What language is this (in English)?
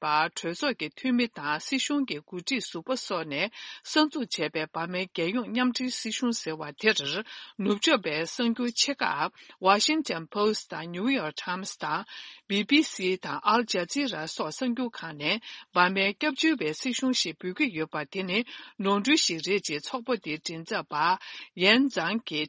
Tibetan